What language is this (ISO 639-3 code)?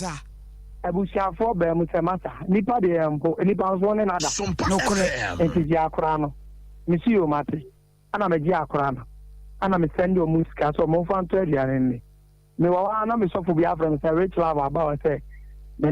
aka